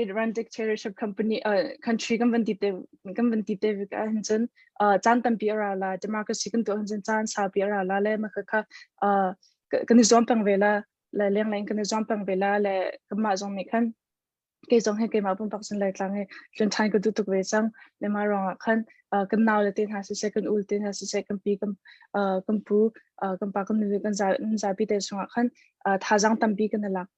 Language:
Hakha Chin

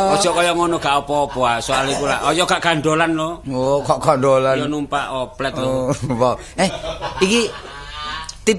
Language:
Javanese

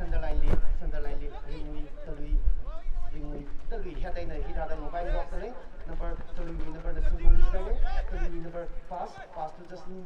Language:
Tangkhul Naga (India)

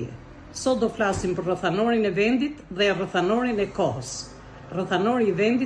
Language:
Albanian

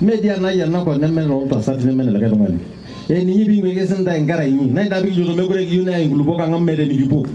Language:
Masai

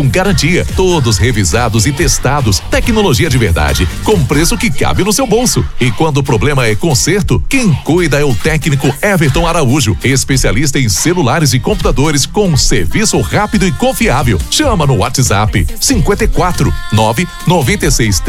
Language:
Portuguese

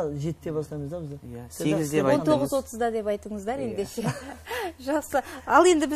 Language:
Kara-Kalpak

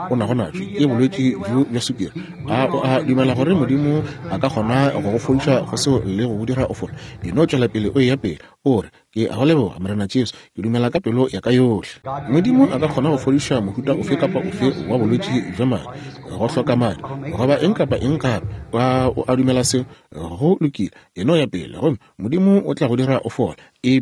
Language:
Northern Sotho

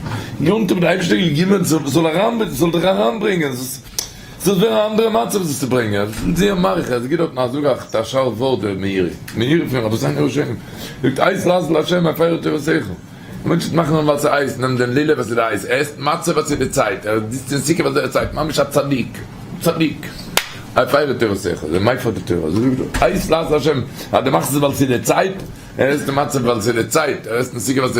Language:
Yiddish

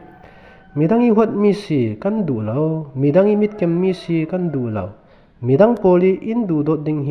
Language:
Falam Chin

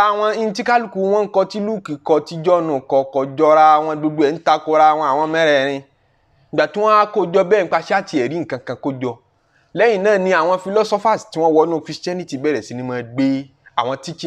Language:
Yoruba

